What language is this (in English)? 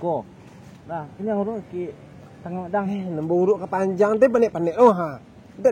Minangkabau